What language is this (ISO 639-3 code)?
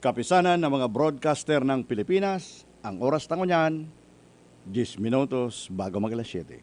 bik